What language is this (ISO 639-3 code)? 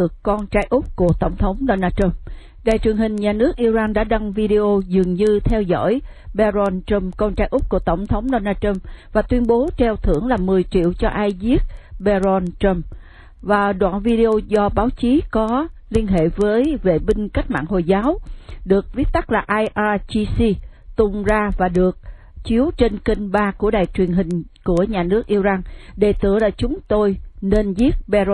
vie